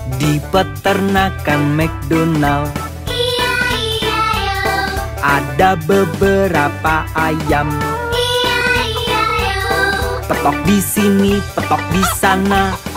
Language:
Indonesian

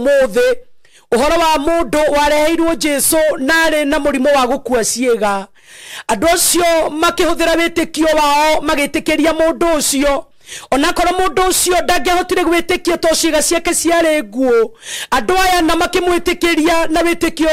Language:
Kikuyu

